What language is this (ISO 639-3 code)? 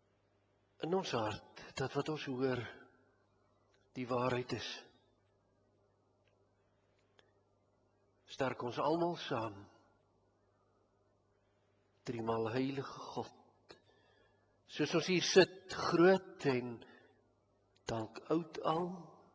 afr